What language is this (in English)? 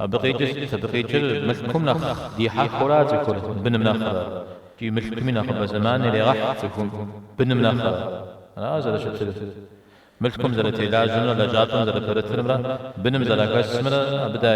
Kabardian